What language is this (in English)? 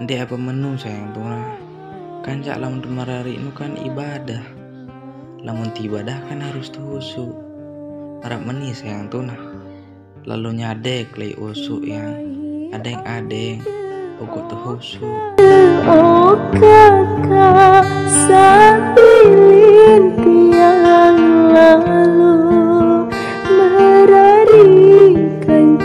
Sasak